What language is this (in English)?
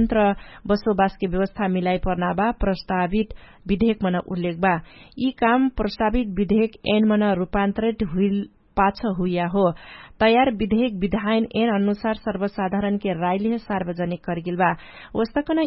Dangaura Tharu